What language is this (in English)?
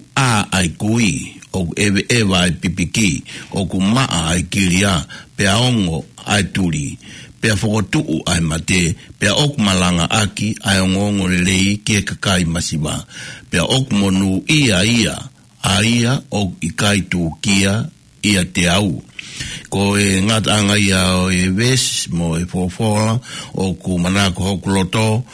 Tongan